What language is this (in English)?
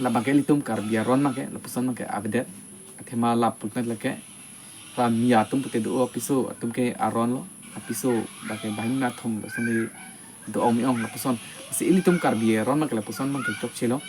Karbi